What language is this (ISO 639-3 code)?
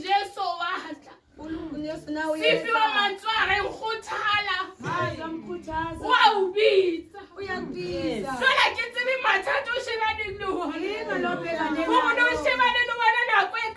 sot